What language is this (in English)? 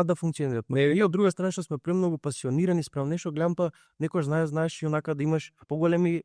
Macedonian